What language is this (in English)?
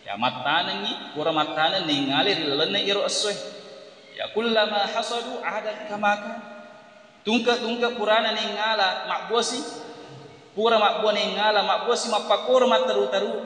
Buginese